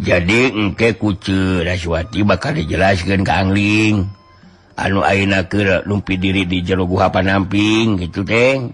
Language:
Sundanese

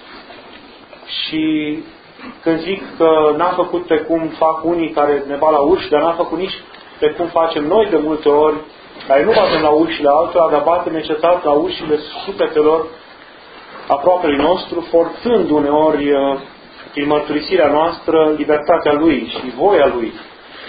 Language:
Romanian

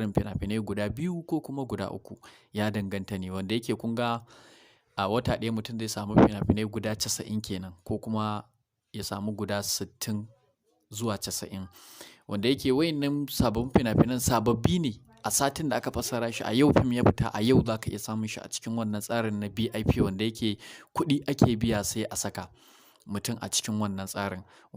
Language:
Hausa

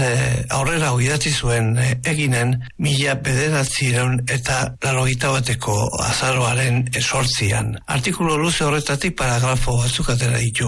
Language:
Basque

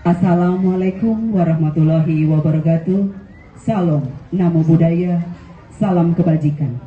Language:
Balinese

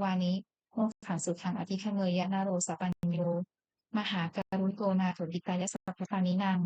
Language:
Pali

